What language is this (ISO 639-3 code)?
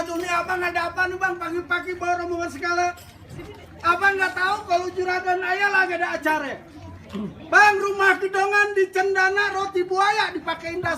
bew